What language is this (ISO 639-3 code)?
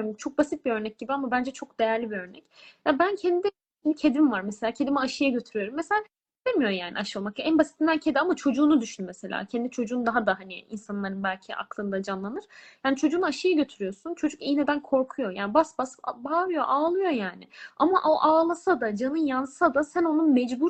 tur